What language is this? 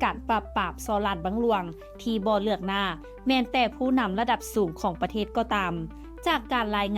Lao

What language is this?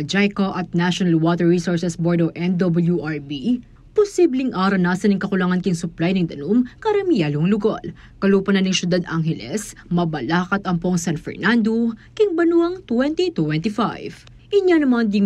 Pampanga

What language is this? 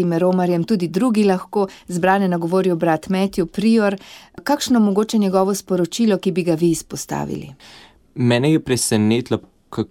Slovenian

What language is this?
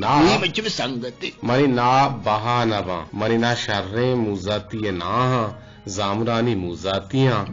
Eastern Balochi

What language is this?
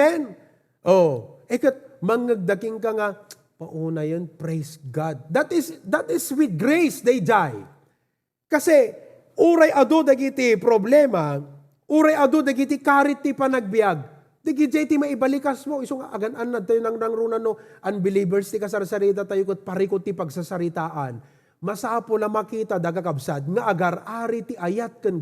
Iloko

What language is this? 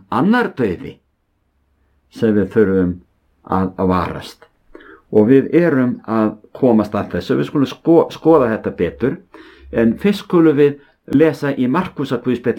Icelandic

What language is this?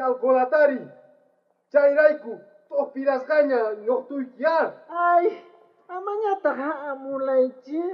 South Bolivian Quechua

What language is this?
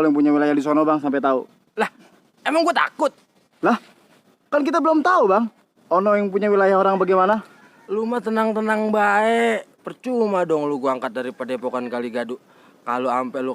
Betawi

